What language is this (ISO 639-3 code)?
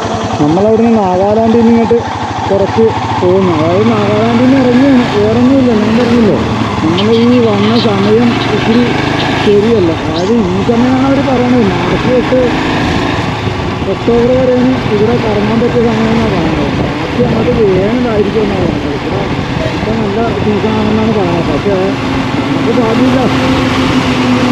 mal